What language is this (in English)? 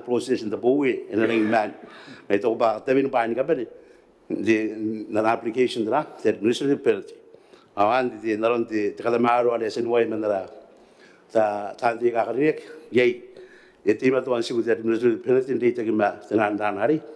Gilbertese